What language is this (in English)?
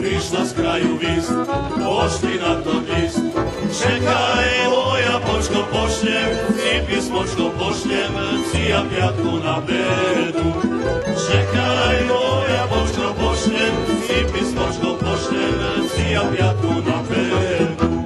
Rusyn